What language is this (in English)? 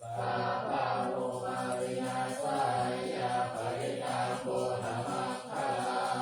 Pali